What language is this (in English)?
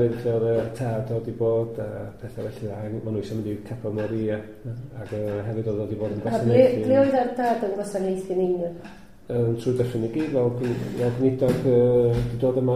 Welsh